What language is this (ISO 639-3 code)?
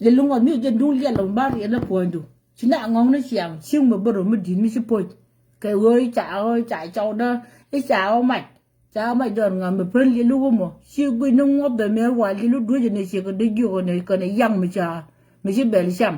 nus